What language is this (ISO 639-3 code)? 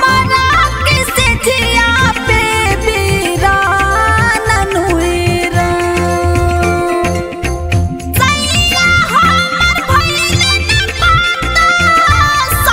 bho